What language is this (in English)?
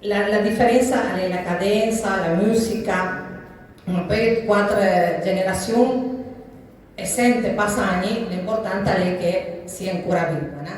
Piedmontese